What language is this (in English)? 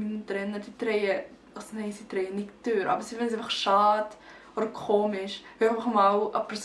Swiss German